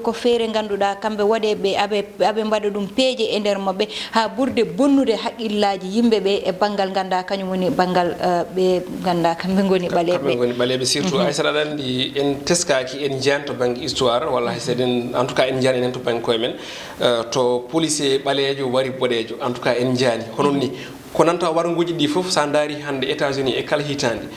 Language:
Fula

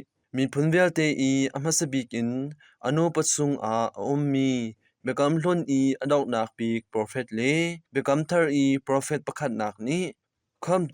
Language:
Hakha Chin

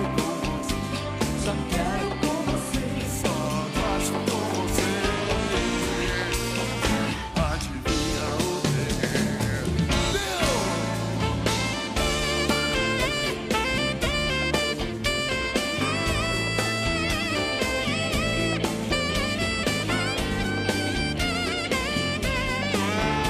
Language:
Portuguese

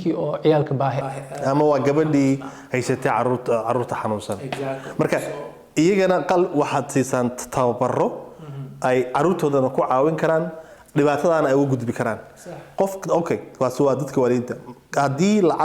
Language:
Somali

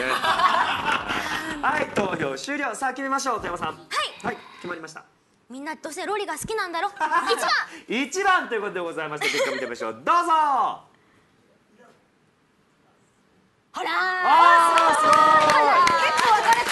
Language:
Japanese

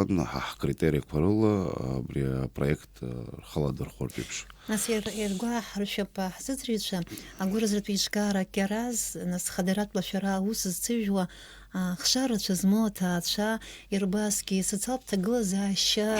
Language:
Abkhazian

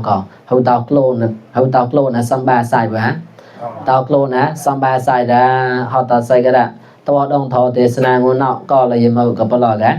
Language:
Mon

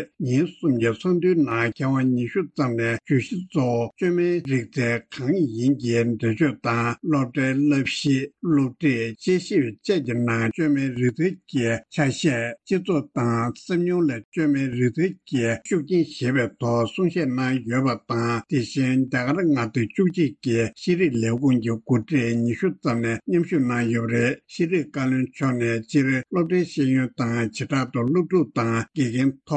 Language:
Tibetan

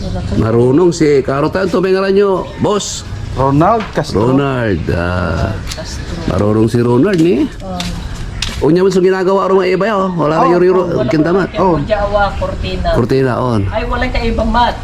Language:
Pangasinan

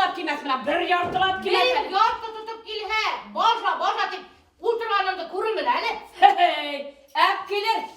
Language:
Bashkir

